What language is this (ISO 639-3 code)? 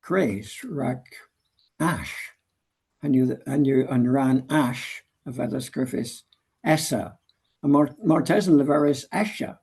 cor